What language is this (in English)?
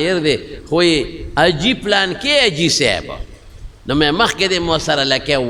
Pashto